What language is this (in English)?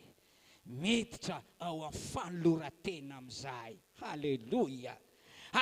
Malagasy